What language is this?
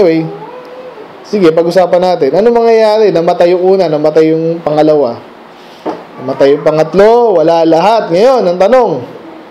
Filipino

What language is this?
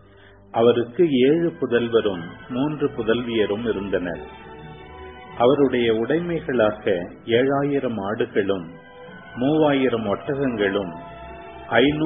Tamil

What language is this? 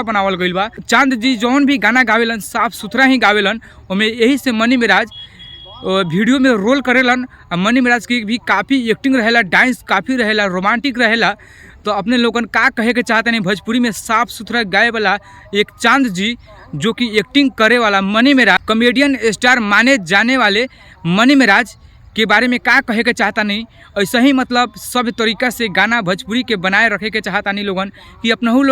Bhojpuri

